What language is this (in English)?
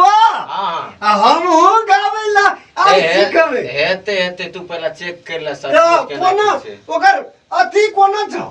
Maithili